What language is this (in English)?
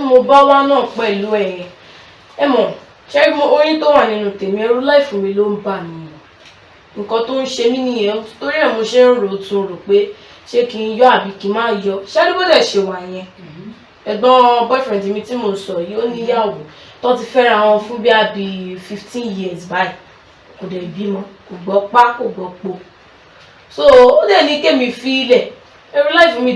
Yoruba